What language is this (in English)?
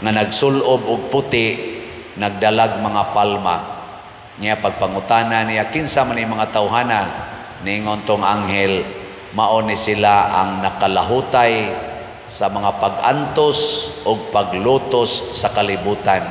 Cebuano